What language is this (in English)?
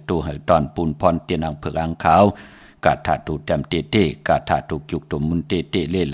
Shan